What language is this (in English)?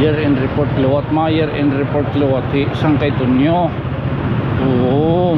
Waray